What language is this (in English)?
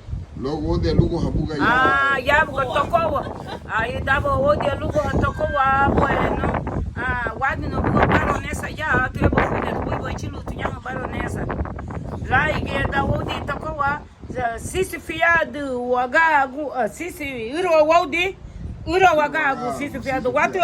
Garifuna